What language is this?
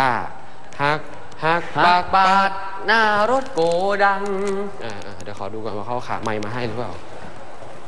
Thai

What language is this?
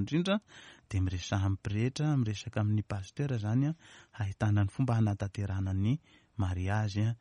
Malagasy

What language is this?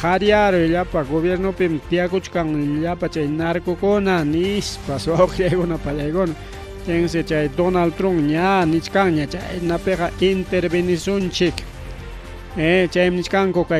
Ayacucho Quechua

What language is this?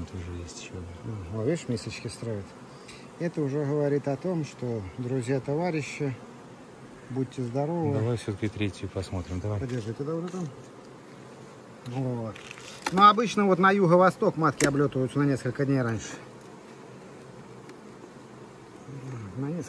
Russian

